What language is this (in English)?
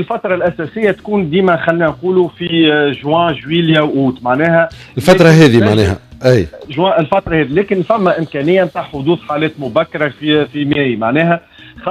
Tunisian Arabic